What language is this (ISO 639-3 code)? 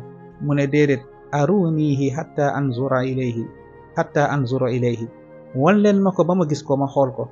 wol